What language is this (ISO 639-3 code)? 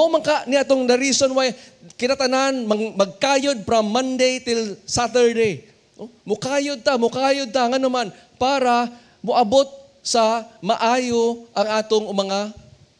ceb